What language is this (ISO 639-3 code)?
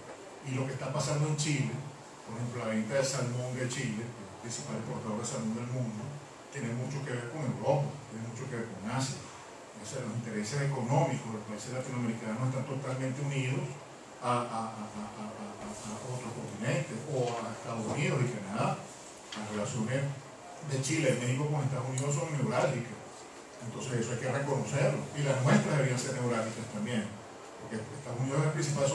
spa